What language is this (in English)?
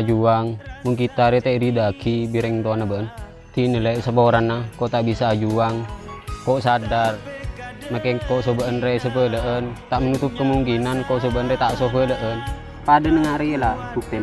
Madurese